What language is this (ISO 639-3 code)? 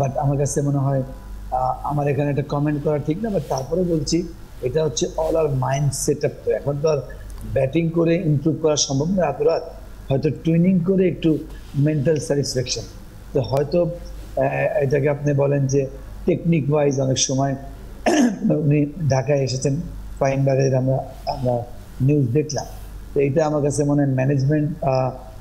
ben